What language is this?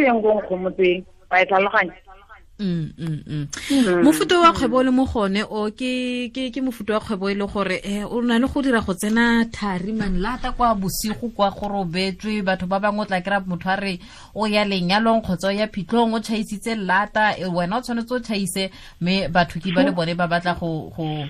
Tswana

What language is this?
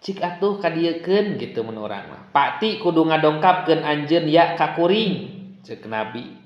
Sundanese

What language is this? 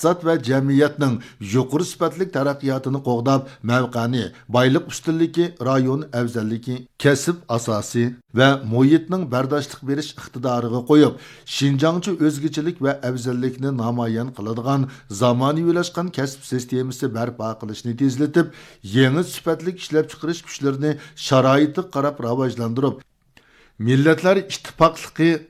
Uyghur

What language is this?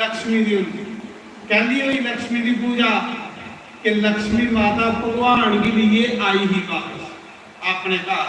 Dogri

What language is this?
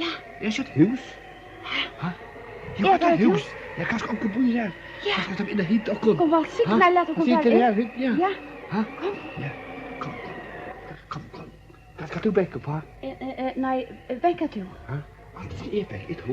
Faroese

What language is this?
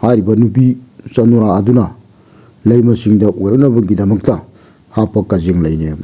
Manipuri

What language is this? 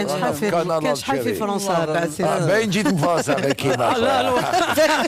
Algerian Arabic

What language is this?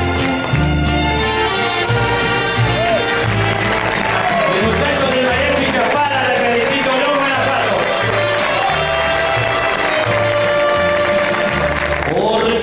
Spanish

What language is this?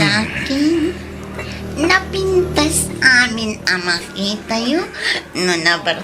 Iloko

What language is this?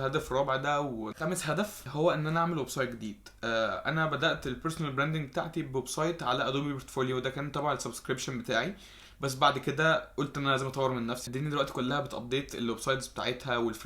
Egyptian Arabic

